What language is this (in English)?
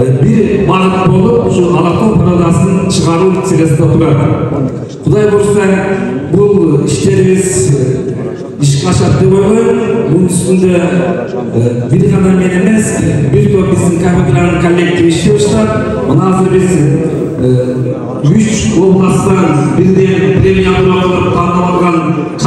Kyrgyz